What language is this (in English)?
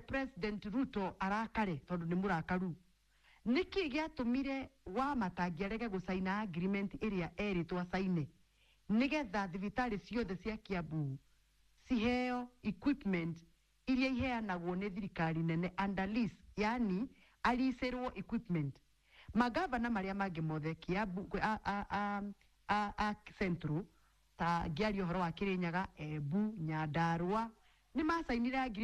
Kikuyu